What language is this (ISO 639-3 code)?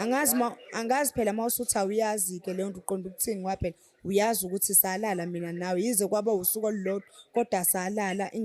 zul